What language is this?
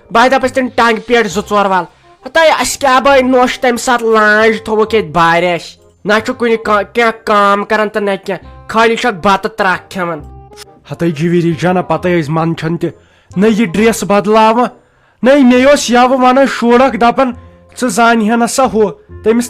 Kashmiri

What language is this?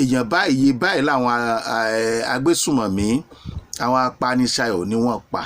Yoruba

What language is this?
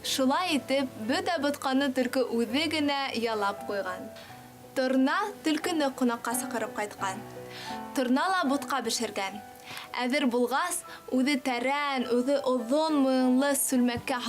Bashkir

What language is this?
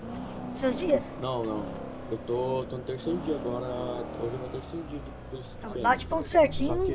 Portuguese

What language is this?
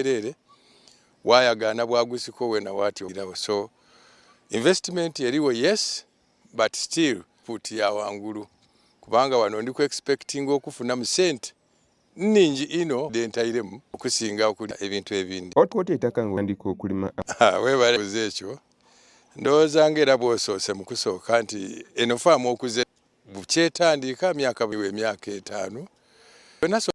Soga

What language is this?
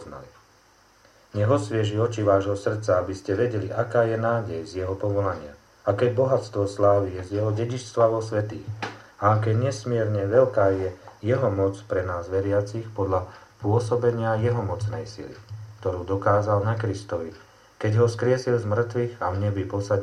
Slovak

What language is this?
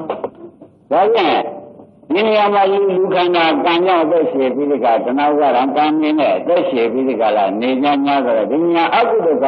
Burmese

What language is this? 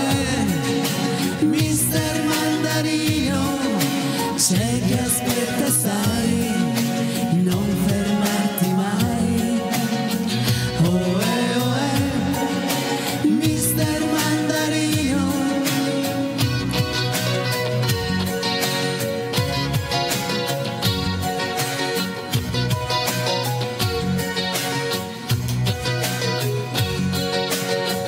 Italian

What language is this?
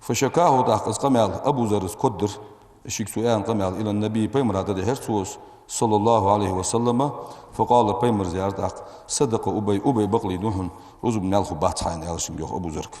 Ingush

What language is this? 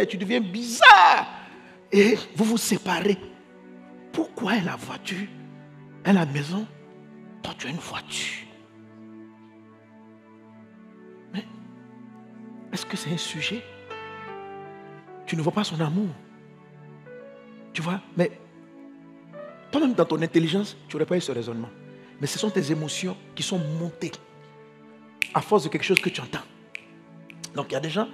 French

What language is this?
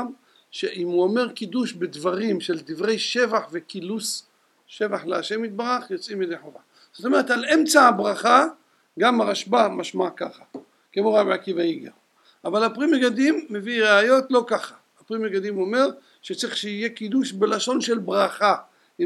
Hebrew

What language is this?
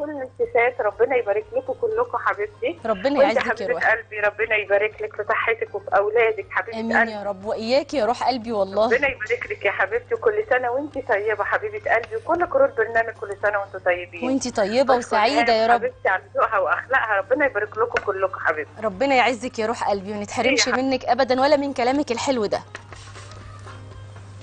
Egyptian Arabic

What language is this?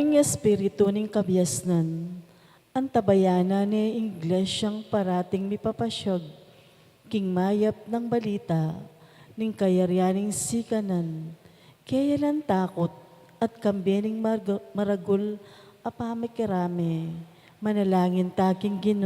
Pampanga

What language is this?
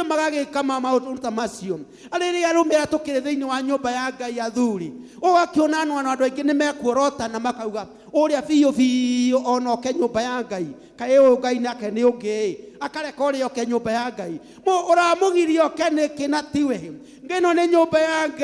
Kikuyu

